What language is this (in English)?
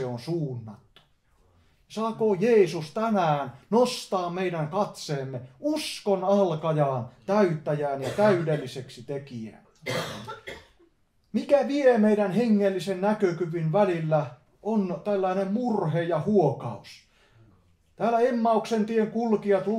Finnish